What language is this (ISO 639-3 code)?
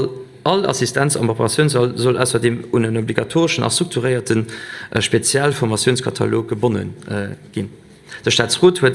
ltz